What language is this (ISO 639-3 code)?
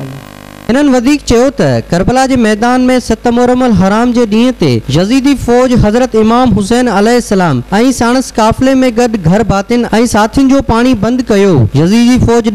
snd